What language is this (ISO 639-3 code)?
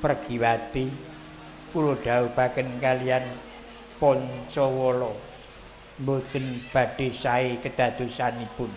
jav